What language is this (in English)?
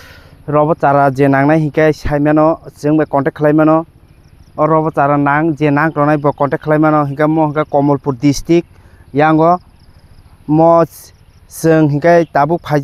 Kok Borok